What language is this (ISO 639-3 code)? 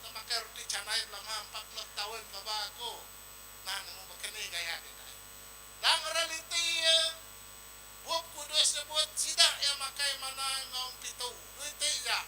iba